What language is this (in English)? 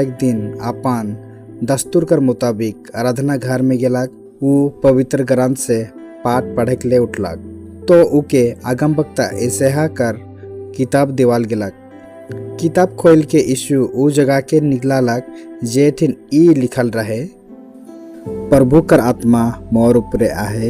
Sadri